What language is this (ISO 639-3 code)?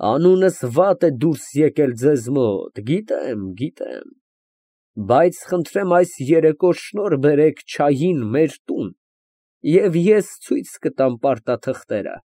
hye